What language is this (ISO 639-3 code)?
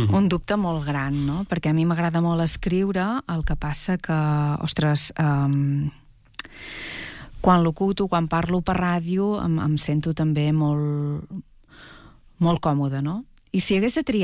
cat